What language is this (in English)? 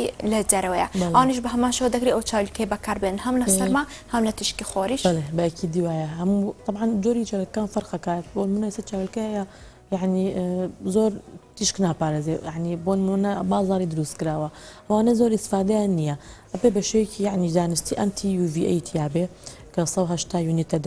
Central Kurdish